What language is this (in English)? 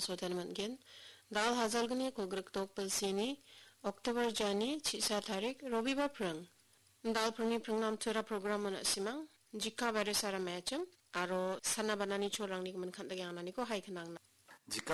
Garo